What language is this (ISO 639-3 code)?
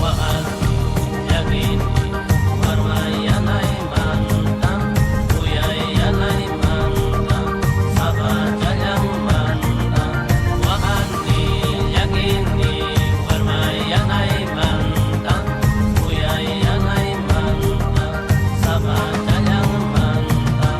xav